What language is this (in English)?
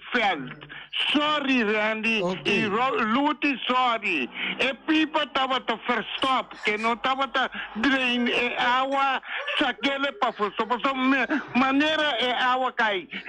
Papiamento